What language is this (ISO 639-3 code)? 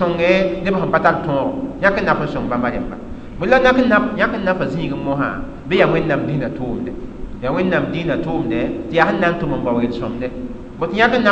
mos